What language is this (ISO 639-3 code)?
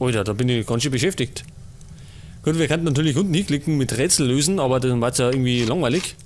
bar